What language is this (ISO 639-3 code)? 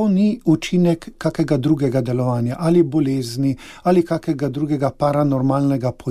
slv